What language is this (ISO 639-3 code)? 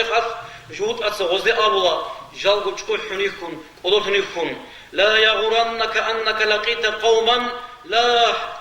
ava